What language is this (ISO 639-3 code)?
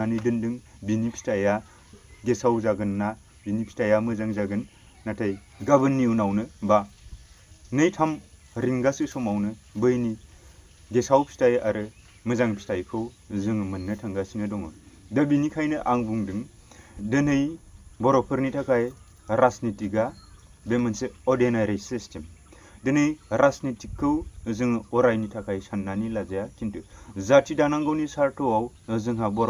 brx